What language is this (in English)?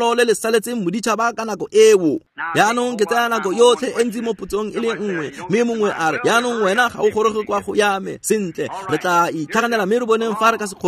Tswana